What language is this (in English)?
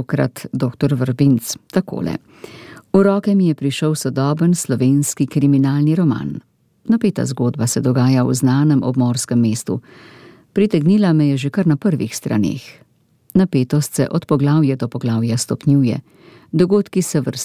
Slovenian